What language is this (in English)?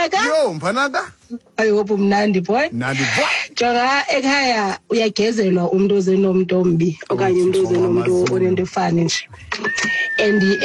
Xhosa